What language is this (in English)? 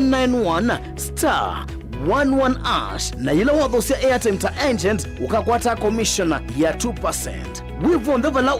Kamba